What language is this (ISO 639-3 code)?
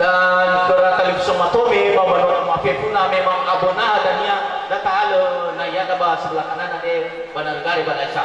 nia